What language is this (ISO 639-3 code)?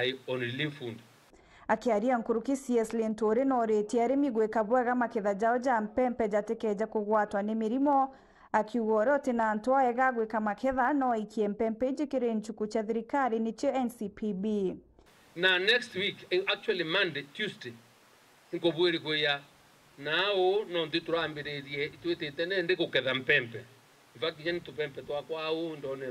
mer